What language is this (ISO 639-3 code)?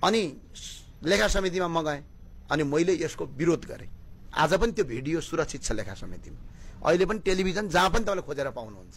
nep